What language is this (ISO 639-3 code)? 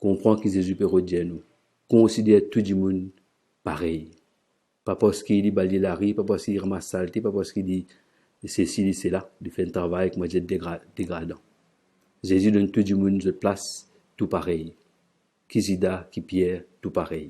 mfe